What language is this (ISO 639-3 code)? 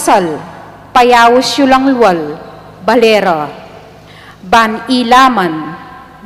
pam